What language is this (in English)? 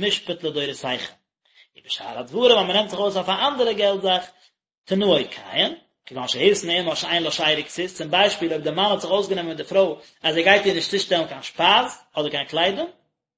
Yiddish